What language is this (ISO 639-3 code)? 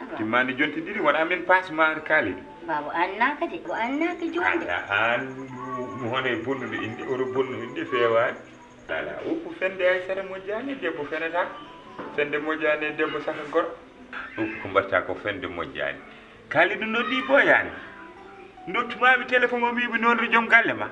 ful